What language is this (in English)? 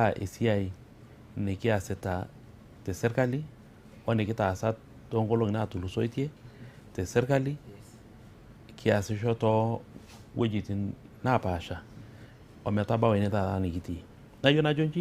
Masai